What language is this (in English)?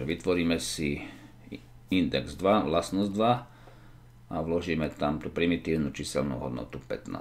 Slovak